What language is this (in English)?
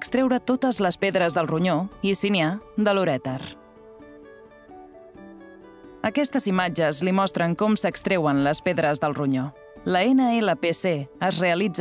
Catalan